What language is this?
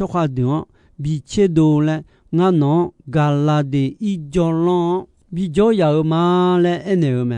Akha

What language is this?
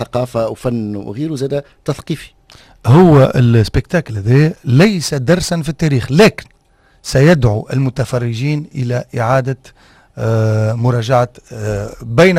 Tunisian Arabic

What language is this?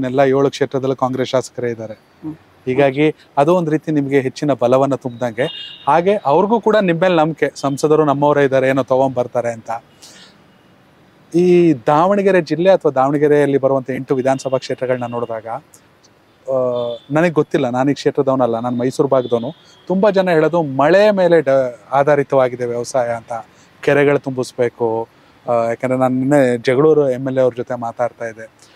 Kannada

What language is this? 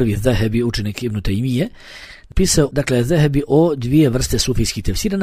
Bosnian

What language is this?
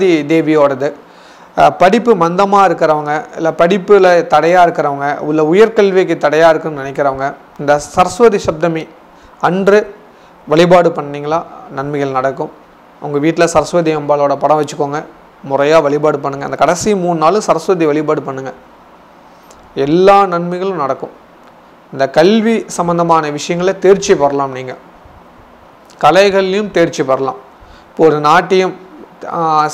Tamil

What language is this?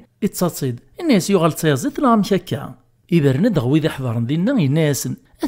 Kabyle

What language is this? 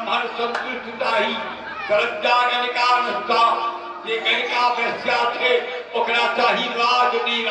Maithili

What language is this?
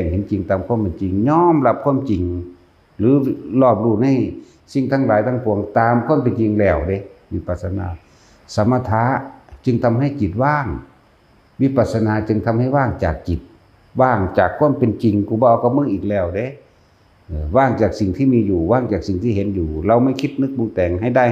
Northeastern Thai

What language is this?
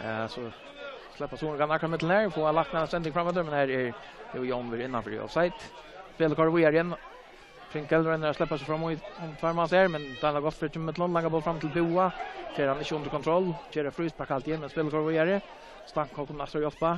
Faroese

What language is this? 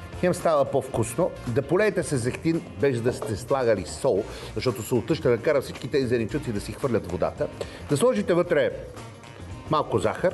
Bulgarian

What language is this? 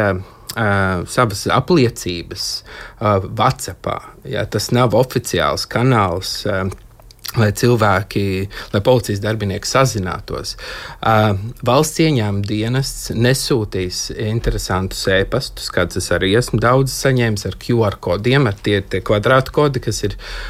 Latvian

